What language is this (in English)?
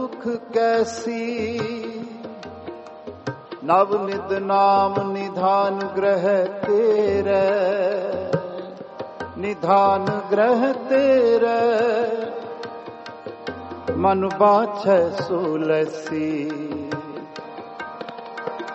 Punjabi